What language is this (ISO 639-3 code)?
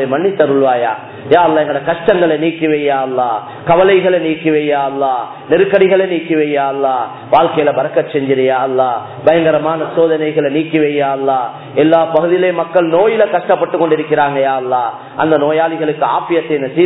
tam